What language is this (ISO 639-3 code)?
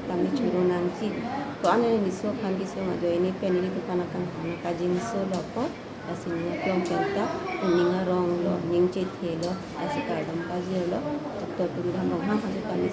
mjw